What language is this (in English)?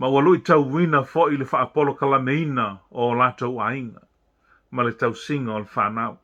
Samoan